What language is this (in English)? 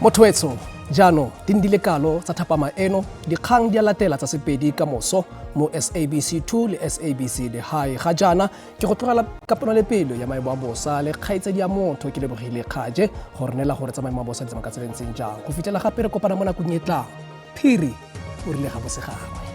Tswana